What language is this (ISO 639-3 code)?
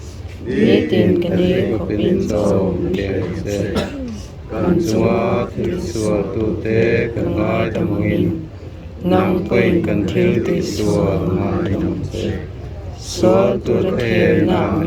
lus